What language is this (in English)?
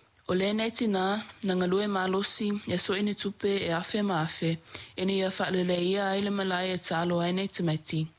Samoan